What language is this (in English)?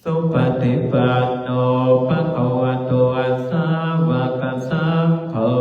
Pali